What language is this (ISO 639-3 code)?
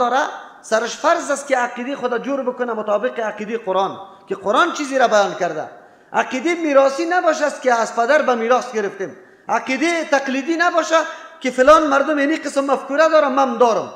fas